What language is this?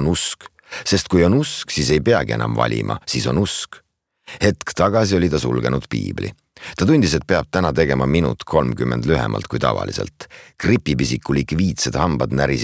Estonian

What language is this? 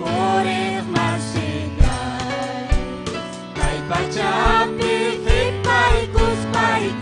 Ayacucho Quechua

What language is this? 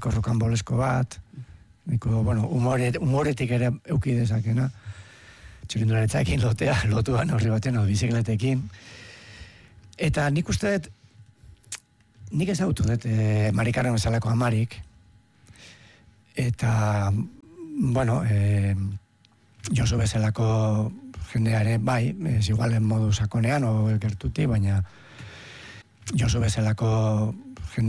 Basque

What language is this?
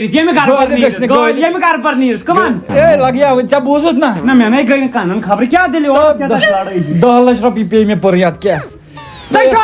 Kashmiri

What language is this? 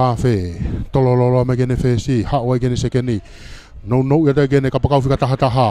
Tongan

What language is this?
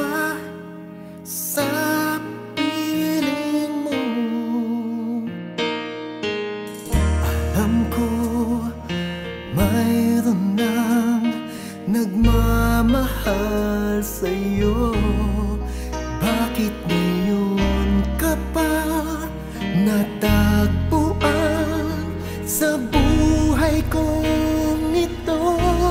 Filipino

